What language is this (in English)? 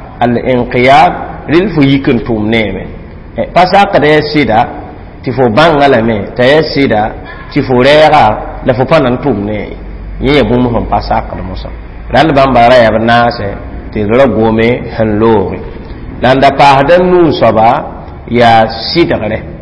Mossi